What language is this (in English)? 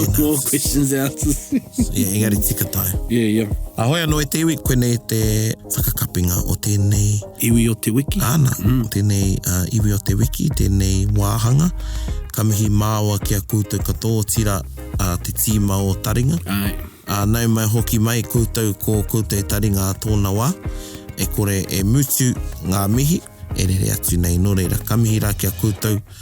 Māori